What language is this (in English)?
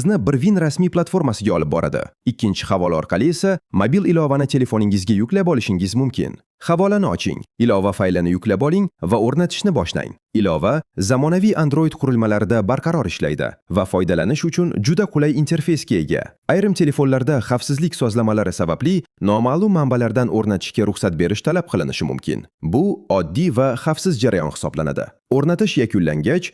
Uzbek